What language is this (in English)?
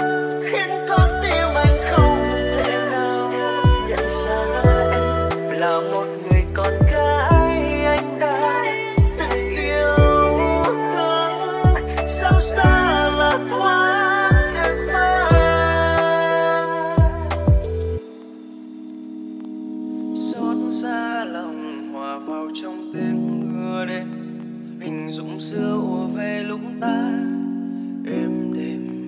Vietnamese